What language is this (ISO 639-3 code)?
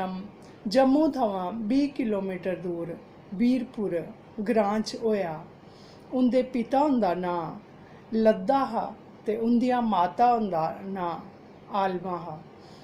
doi